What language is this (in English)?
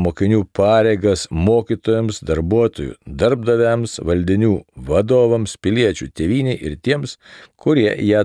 Lithuanian